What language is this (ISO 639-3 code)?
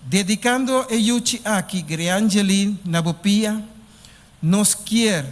pap